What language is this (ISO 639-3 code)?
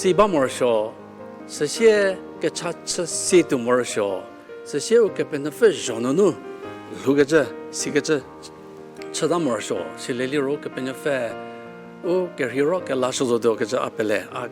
njm